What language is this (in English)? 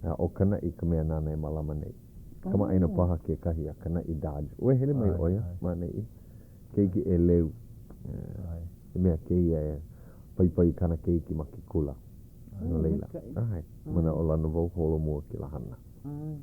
Hawaiian